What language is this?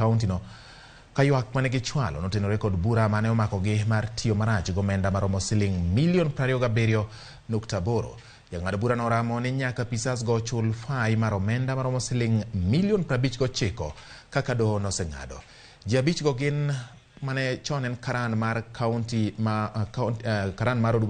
Luo (Kenya and Tanzania)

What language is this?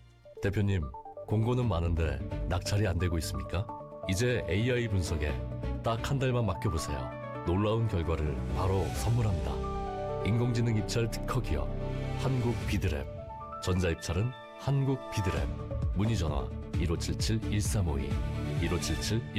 Korean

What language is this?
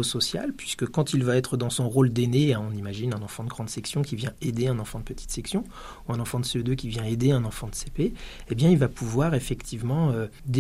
French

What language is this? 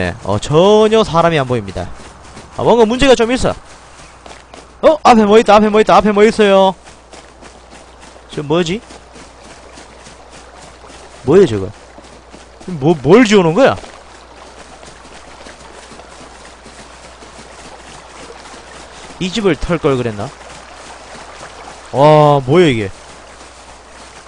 Korean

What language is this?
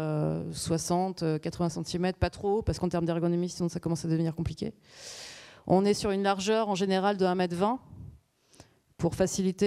French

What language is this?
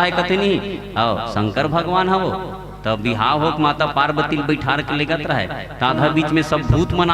Chhattisgarhi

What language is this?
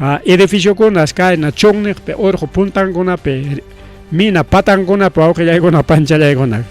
Ayacucho Quechua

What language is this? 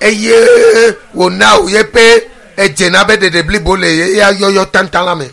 Ewe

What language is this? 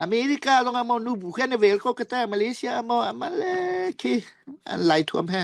Falam Chin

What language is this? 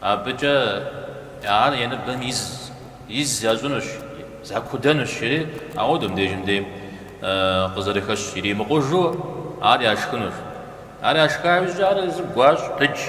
Kabardian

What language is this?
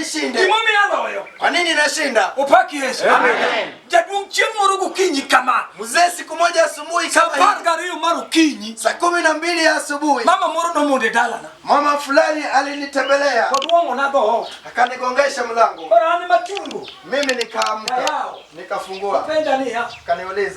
Luo (Kenya and Tanzania)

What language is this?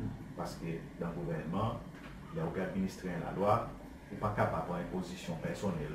Seselwa Creole French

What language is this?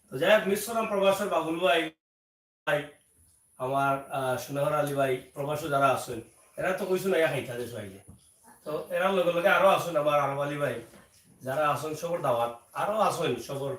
Sylheti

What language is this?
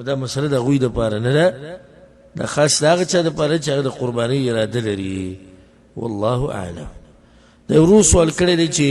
Pashto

